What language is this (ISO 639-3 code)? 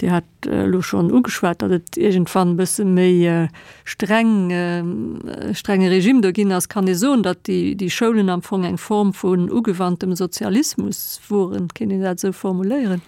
ltz